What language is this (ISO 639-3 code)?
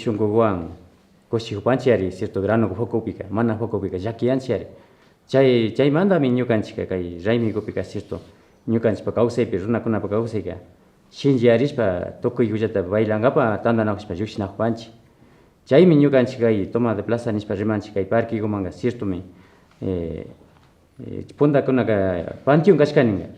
qvi